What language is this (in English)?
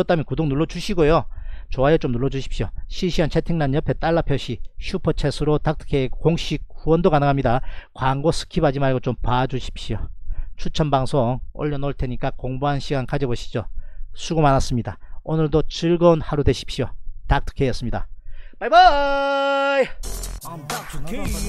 Korean